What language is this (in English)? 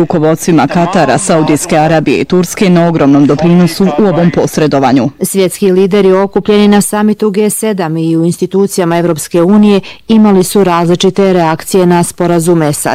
Bosnian